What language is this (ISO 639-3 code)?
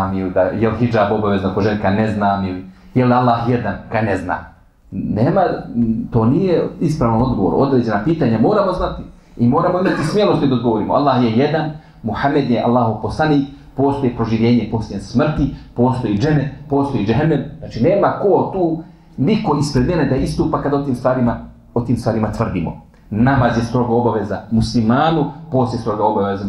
bos